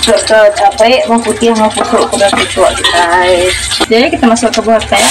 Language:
Iban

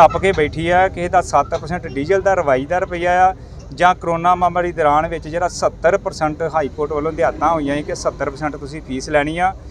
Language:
Punjabi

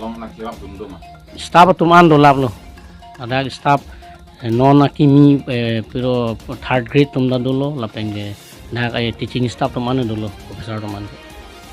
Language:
Karbi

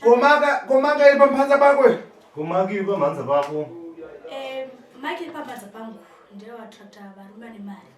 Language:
Shona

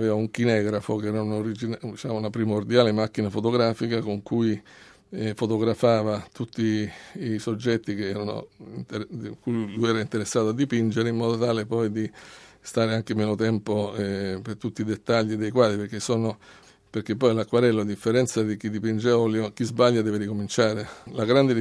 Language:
Italian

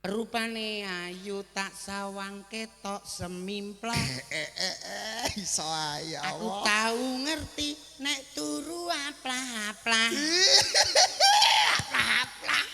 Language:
Javanese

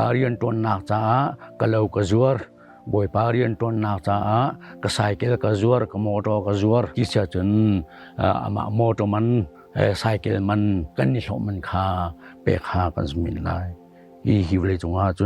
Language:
Hakha Chin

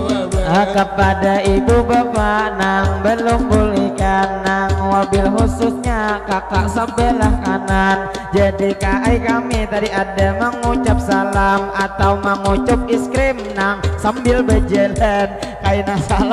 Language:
Banjar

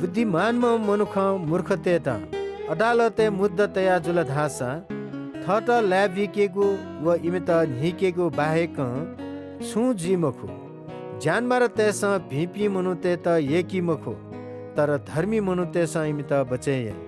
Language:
Newari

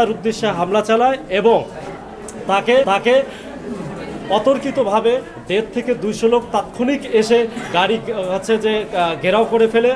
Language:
Bangla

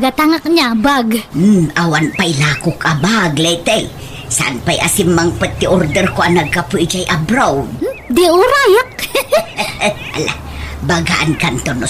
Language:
Iloko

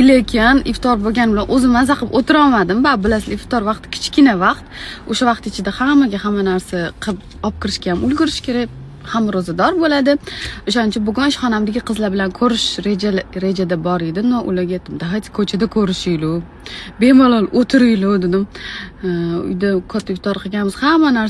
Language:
Uzbek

